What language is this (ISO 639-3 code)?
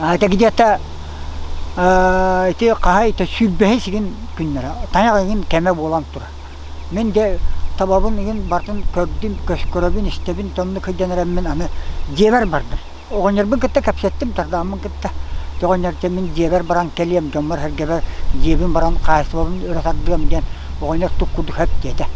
sah